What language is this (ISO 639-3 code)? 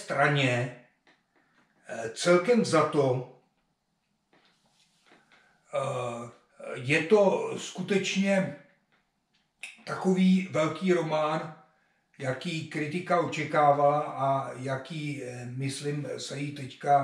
ces